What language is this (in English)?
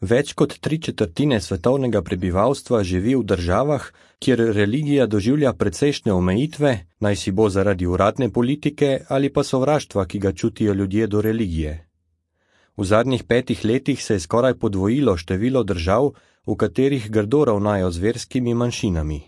Slovenian